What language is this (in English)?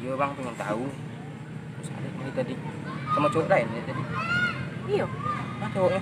Minangkabau